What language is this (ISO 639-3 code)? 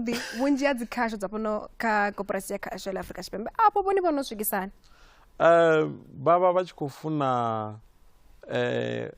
ven